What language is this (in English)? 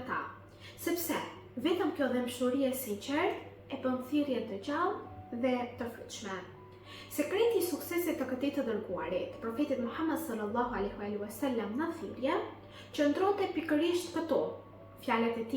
Albanian